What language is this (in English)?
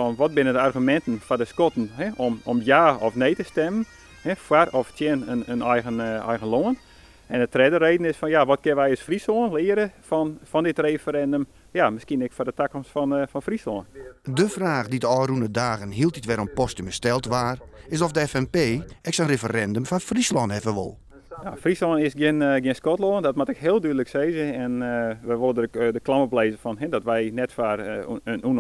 Western Frisian